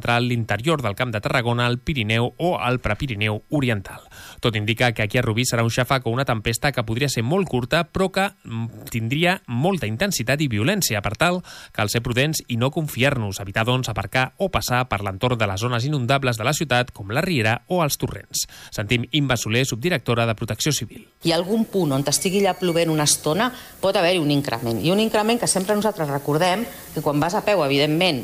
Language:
Catalan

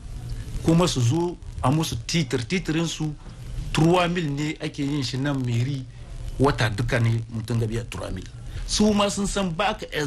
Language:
Hausa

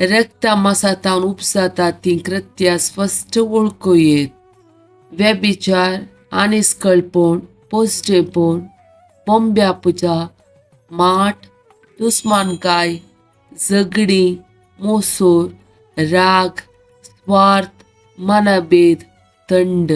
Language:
Konkani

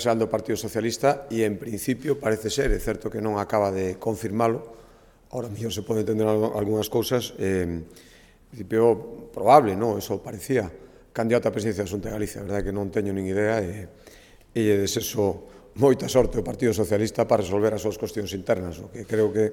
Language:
Galician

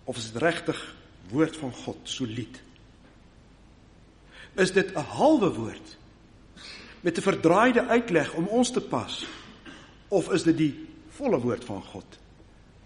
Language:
Afrikaans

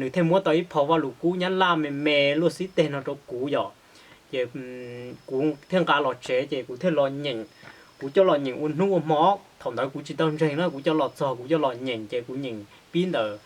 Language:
Hmong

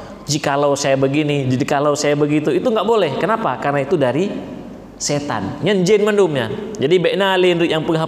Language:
Indonesian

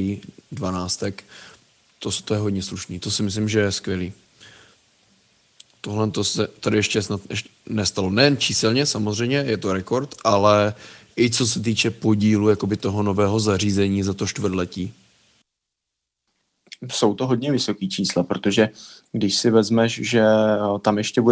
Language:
Czech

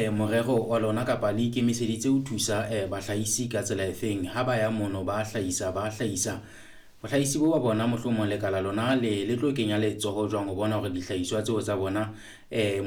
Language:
Southern Sotho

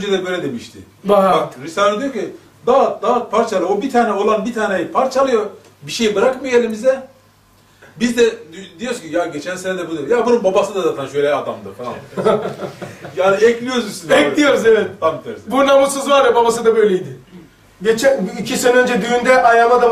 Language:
Turkish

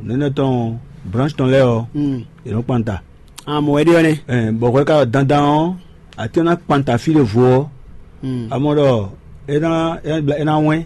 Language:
Fon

